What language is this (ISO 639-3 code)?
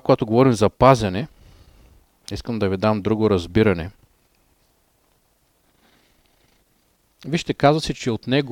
bul